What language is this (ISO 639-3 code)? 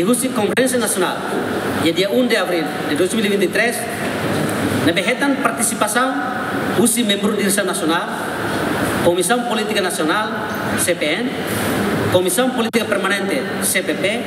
tet